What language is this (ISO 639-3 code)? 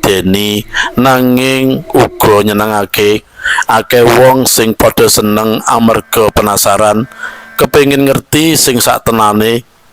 jav